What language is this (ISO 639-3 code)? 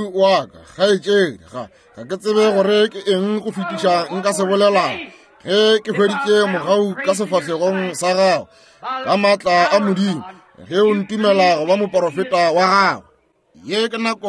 nso